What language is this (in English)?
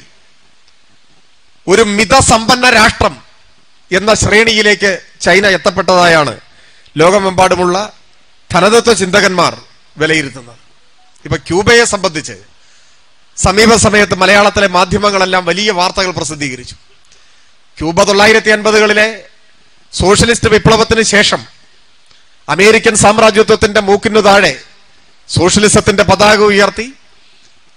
Malayalam